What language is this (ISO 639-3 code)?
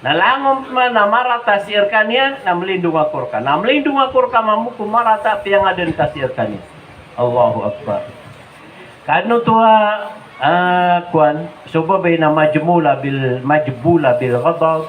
mrw